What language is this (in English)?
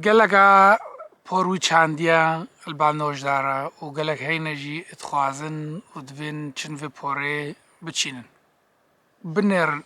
Kurdish